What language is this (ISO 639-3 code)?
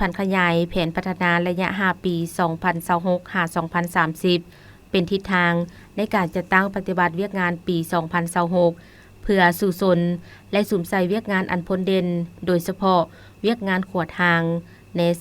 lao